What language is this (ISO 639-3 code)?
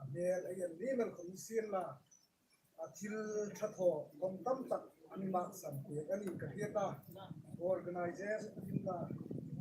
hmr